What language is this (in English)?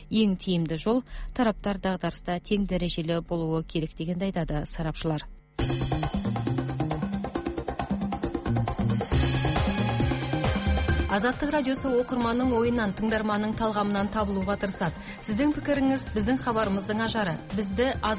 Kazakh